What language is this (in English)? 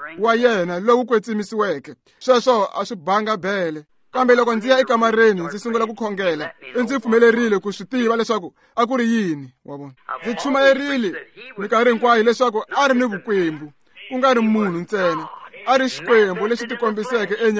Tsonga